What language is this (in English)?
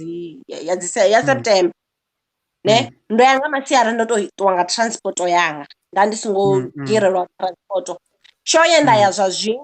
Venda